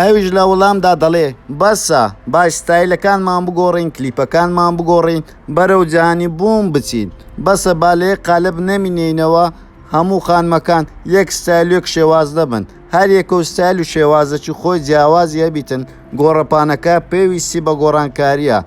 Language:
Central Kurdish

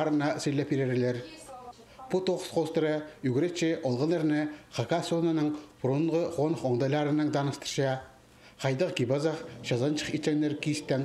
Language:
Khakas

